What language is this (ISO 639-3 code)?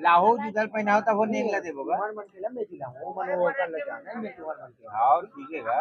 hne